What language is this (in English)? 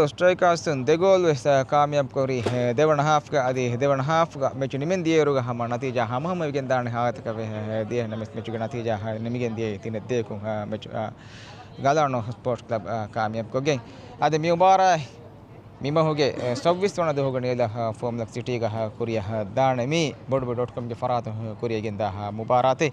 Divehi